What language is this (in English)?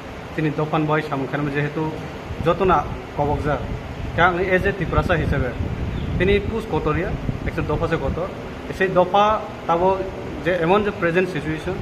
Kok Borok